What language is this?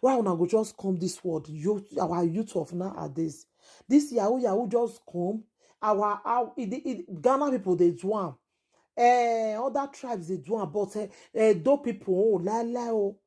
Nigerian Pidgin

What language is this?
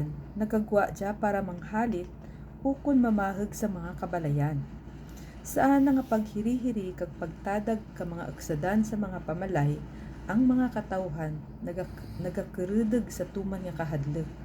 Kinaray-a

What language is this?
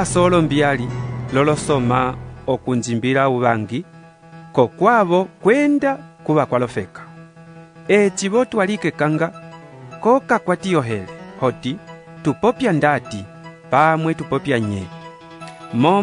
Umbundu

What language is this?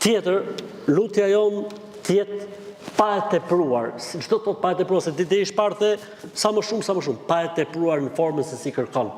Albanian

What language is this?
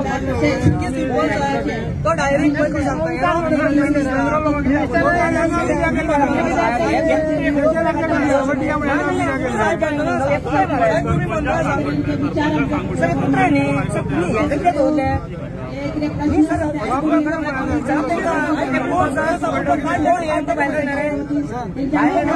Konkani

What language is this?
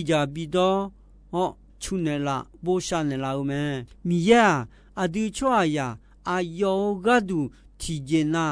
Akha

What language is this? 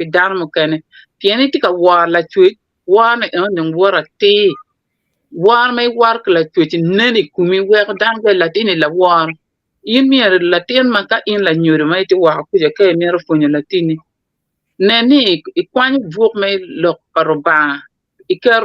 Acoli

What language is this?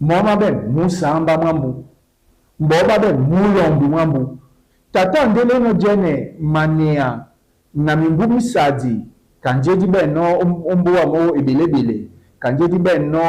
Duala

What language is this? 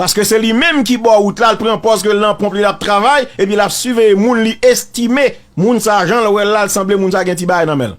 Haitian Creole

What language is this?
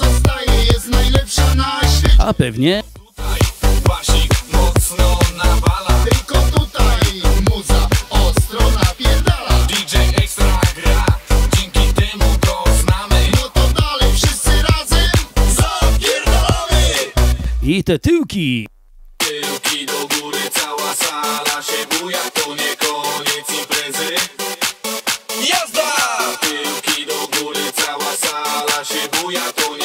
Polish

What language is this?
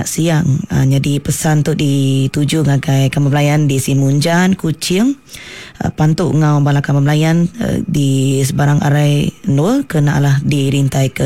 Iban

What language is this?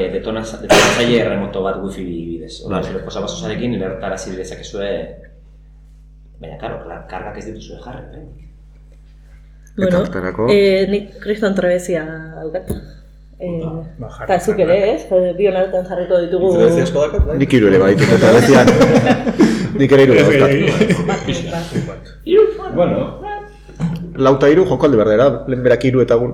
Basque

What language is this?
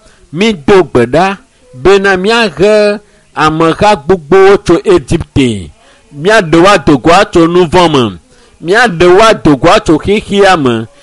Ewe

